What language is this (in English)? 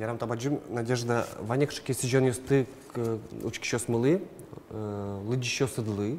Udmurt